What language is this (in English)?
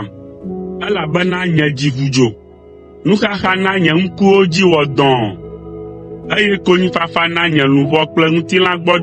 Ewe